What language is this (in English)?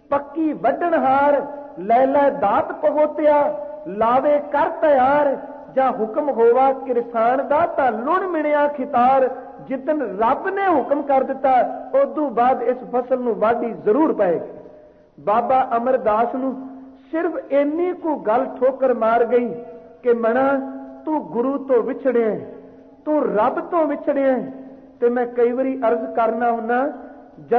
Punjabi